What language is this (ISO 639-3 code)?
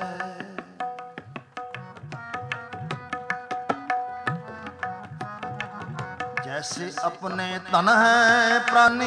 pan